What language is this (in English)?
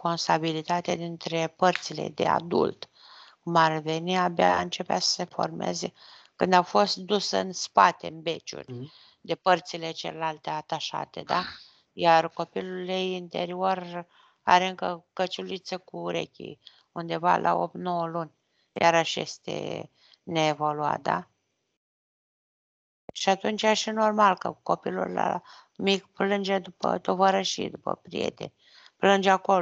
Romanian